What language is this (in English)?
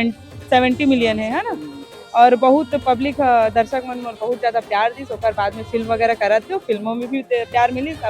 Chhattisgarhi